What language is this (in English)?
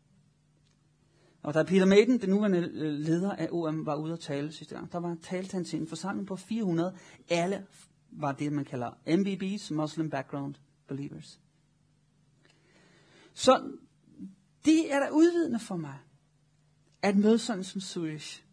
Danish